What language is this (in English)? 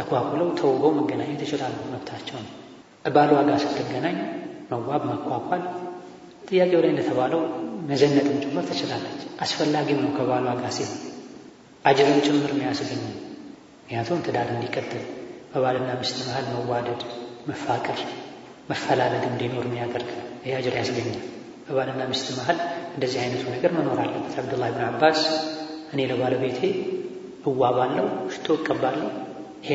Amharic